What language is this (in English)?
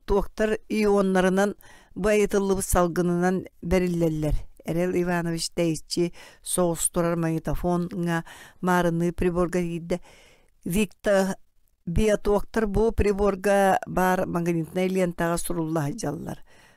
Yakut